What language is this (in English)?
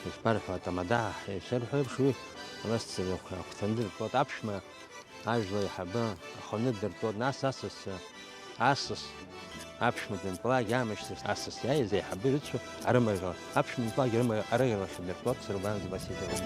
Abkhazian